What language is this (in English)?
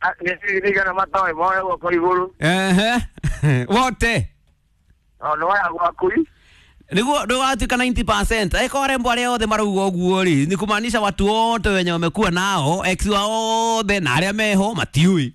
Kikuyu